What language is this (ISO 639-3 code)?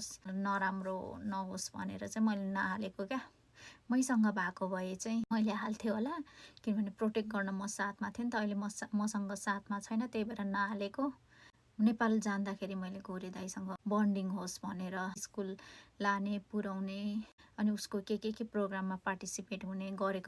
nep